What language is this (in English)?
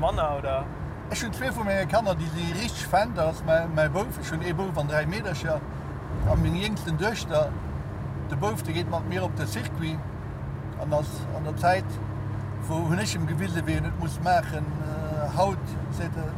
Luxembourgish